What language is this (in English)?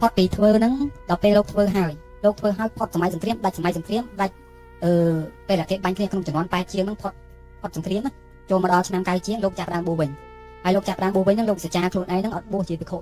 Khmer